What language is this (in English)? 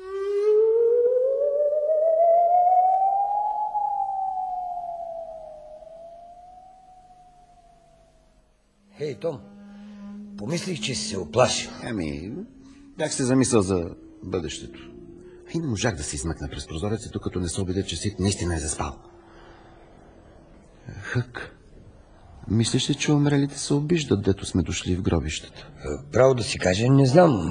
Bulgarian